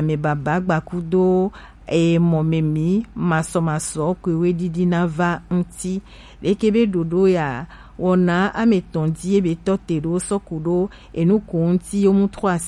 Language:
Gen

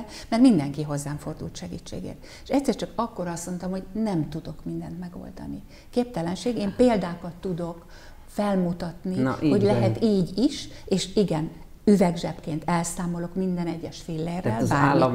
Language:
Hungarian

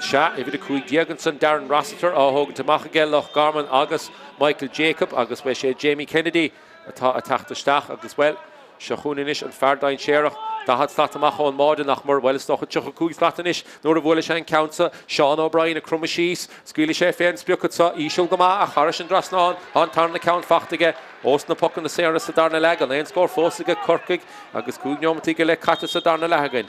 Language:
Irish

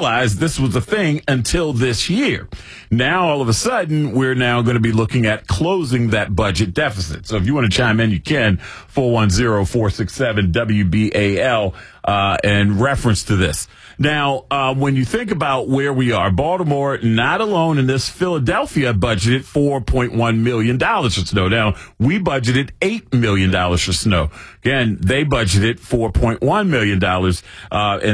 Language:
English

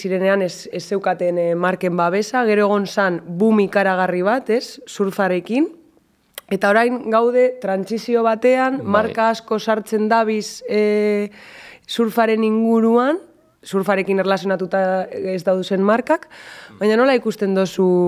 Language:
Basque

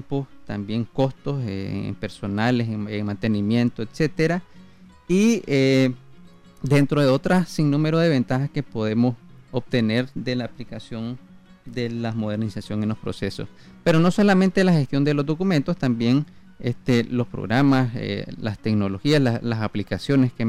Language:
Spanish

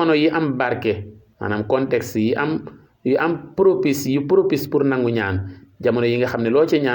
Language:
Wolof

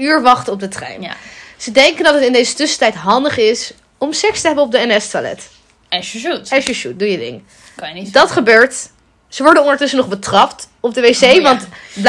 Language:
Dutch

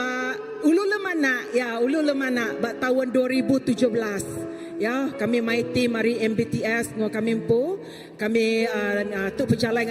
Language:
Iban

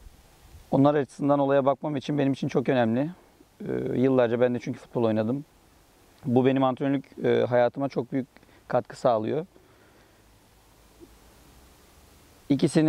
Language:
Turkish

